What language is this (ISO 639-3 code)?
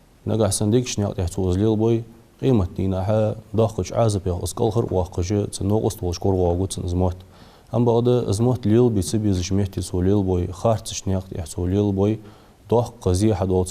inh